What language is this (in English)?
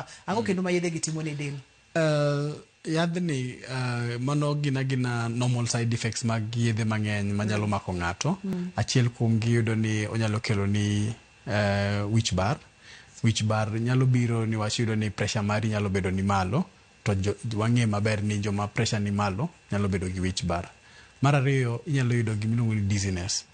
Luo (Kenya and Tanzania)